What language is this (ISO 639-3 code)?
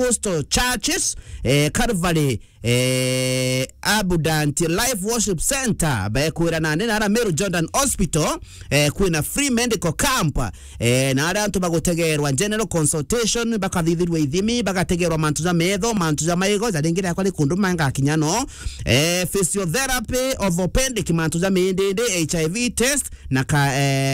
mer